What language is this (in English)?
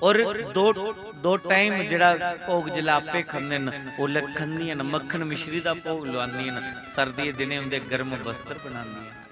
Dogri